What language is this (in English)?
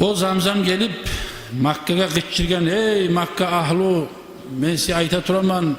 Kumyk